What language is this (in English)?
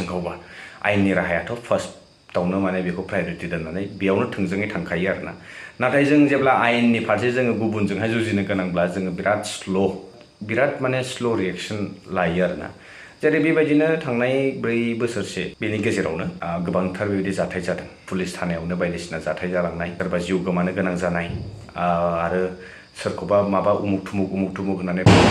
Bodo